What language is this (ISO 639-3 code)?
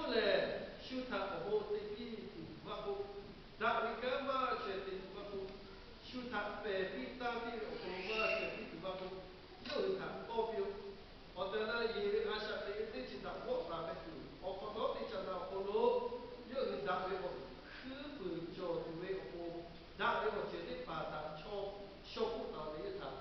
lhu